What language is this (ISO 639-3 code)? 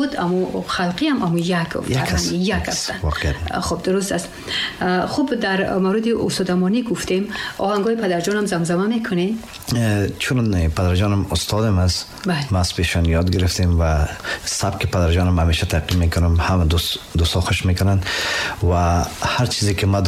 tgk